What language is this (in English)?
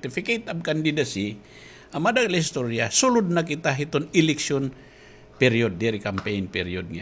Waray